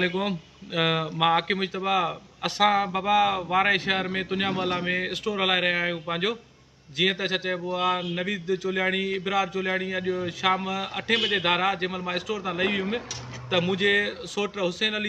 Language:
Sindhi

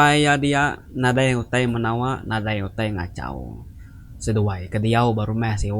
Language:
Iban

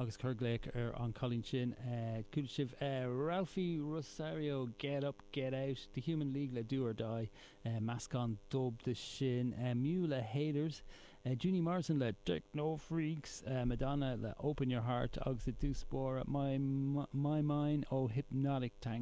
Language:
Irish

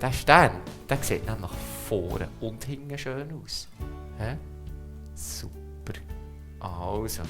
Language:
Swiss German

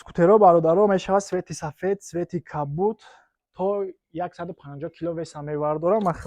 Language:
Tajik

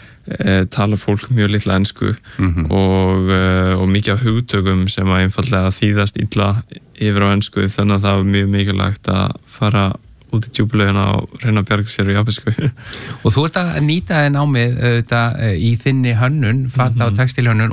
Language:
Icelandic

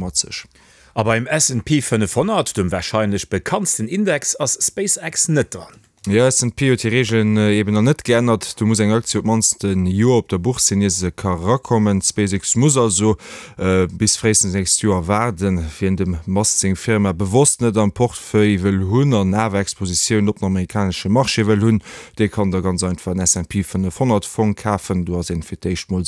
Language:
Luxembourgish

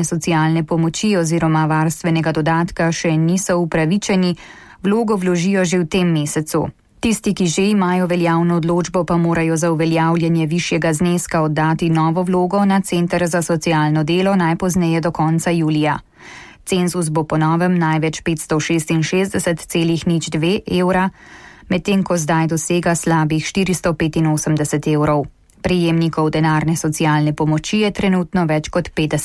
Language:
Slovenian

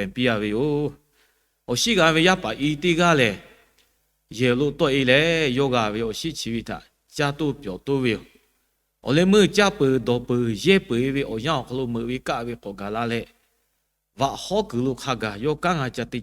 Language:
Lahu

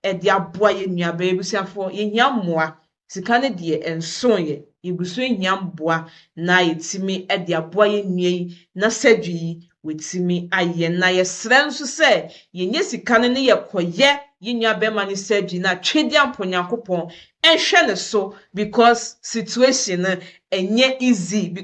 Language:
Akan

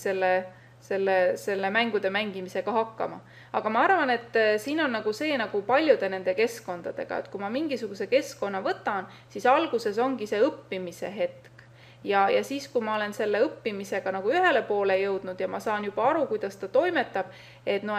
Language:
Estonian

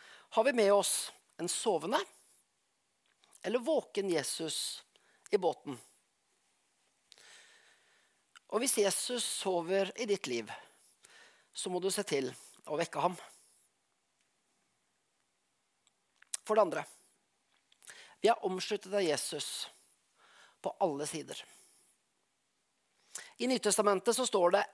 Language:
Norwegian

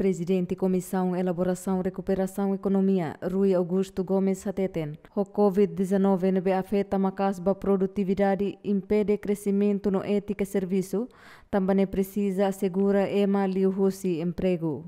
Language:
Tetum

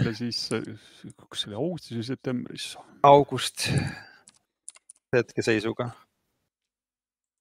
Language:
Estonian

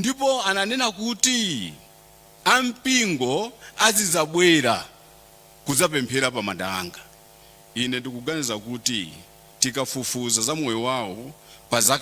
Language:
Nyanja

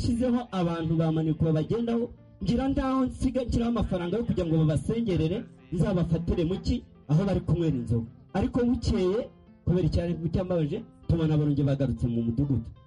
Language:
Kinyarwanda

